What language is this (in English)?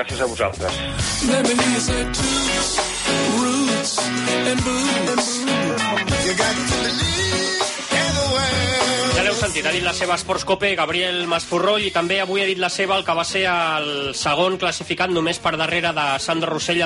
Catalan